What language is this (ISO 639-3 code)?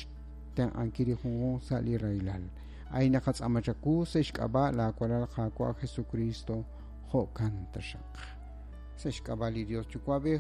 kek